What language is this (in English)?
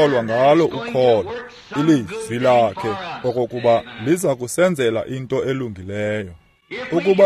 Xhosa